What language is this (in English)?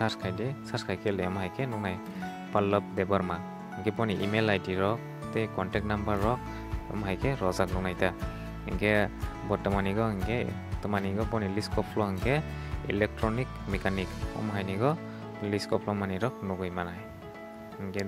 Kok Borok